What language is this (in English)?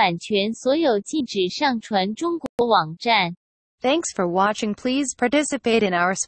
Chinese